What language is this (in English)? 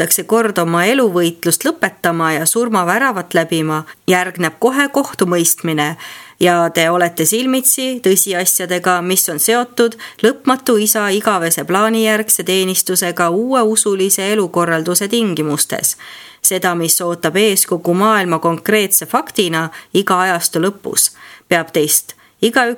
Estonian